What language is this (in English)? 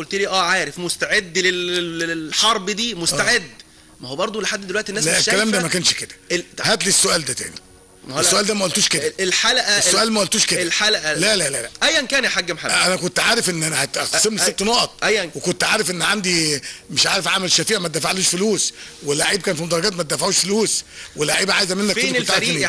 Egyptian Arabic